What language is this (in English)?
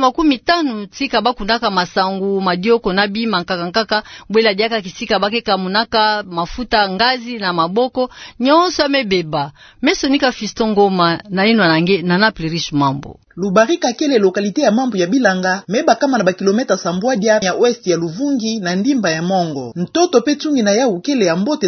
Kituba (Democratic Republic of Congo)